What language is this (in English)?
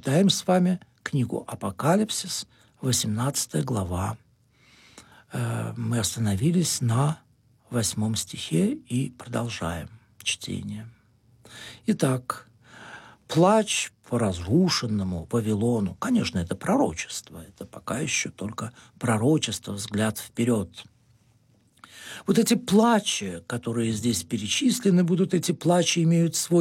Russian